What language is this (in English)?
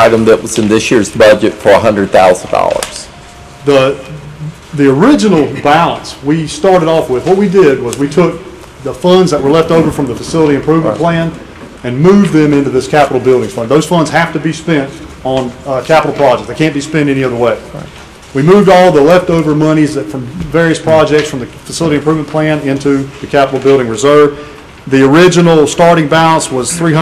English